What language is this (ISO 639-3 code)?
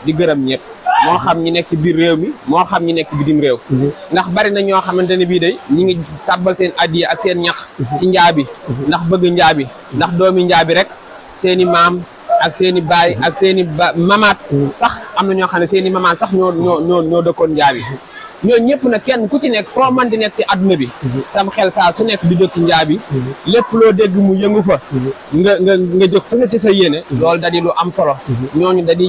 wol